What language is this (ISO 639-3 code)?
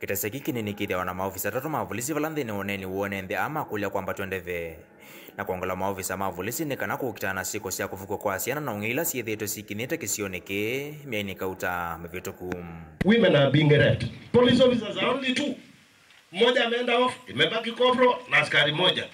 kam